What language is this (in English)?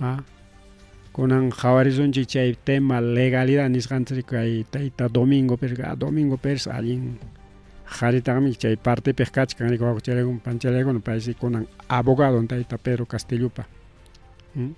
Ayacucho Quechua